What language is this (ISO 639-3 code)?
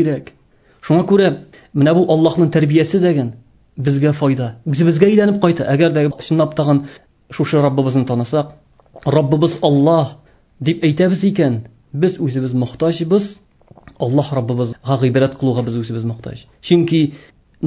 tat